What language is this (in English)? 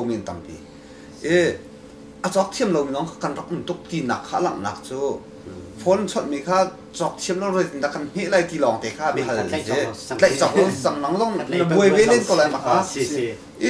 Hakha Chin